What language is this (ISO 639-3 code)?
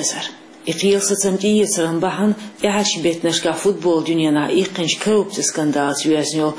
che